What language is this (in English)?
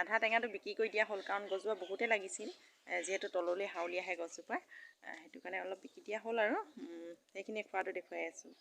Assamese